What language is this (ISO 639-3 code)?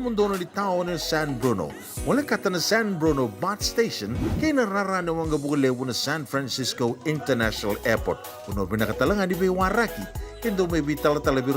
fij